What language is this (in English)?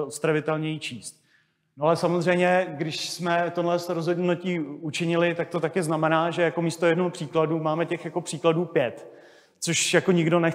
Czech